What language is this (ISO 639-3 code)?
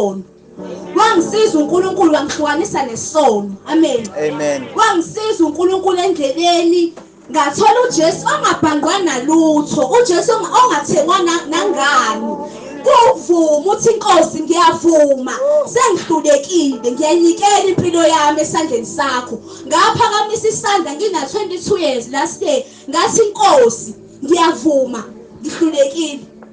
zul